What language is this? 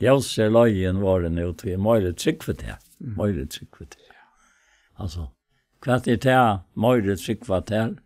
Faroese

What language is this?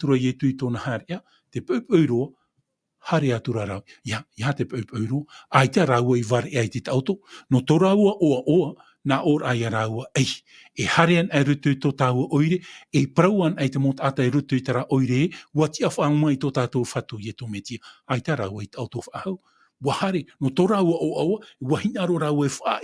Tahitian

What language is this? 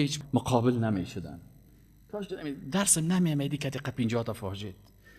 Persian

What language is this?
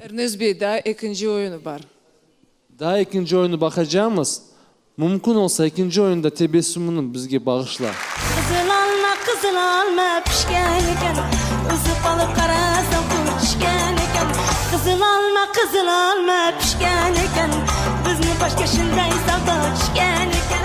Crimean Tatar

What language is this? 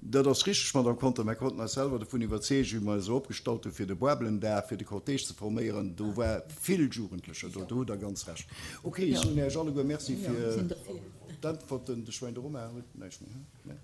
Luxembourgish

